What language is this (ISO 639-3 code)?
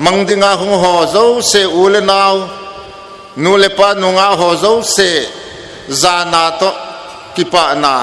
hmr